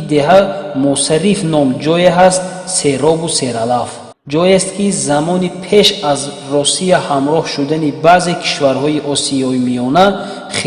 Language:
Tajik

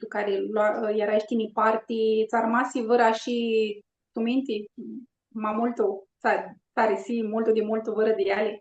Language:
Aromanian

